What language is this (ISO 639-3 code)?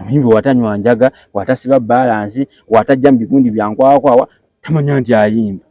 lug